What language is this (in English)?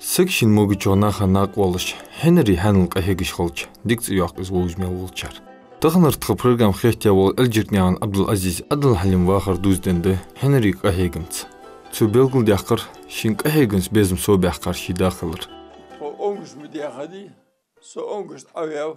Ingush